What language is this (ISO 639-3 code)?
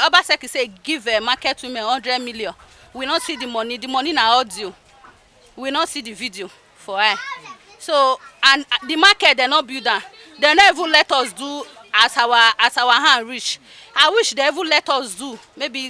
pcm